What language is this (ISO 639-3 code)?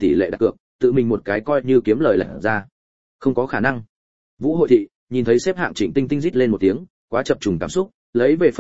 vie